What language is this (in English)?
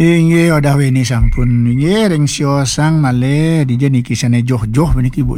Balinese